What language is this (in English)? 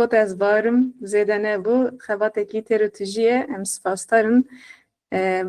Kurdish